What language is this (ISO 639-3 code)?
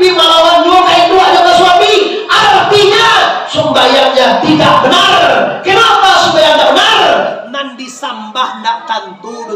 min